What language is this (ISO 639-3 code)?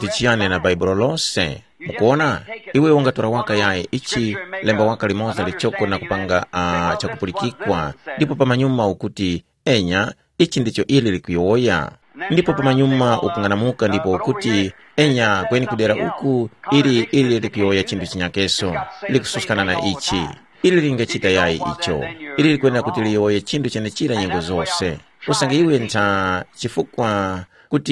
tum